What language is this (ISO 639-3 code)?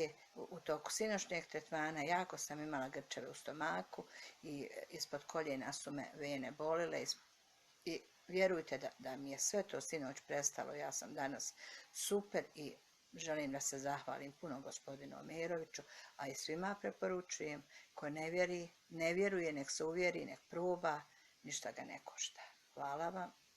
bos